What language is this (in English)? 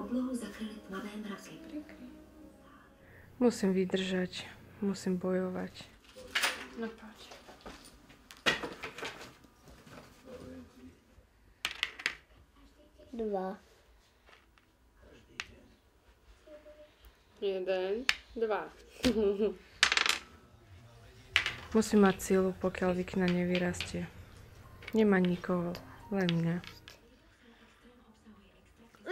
Slovak